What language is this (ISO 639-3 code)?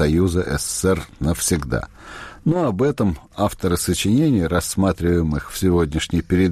rus